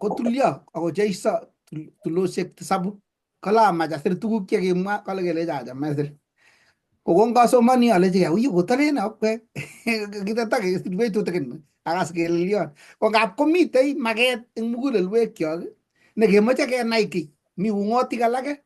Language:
Kalenjin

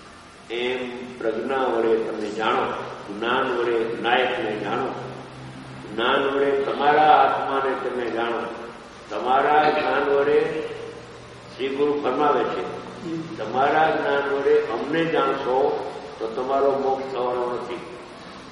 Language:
Gujarati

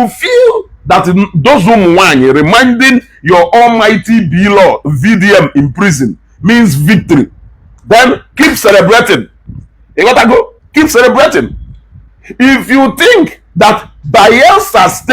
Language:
Igbo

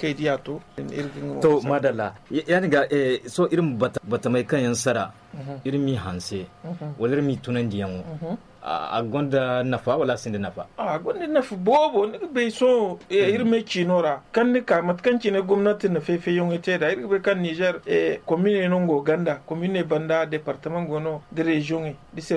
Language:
Zarma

